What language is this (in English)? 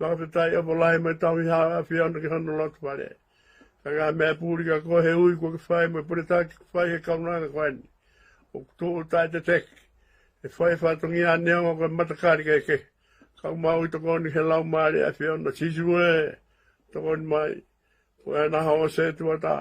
Tongan